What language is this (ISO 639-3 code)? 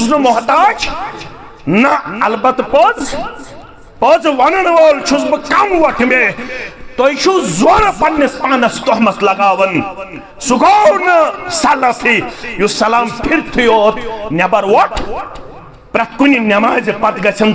kas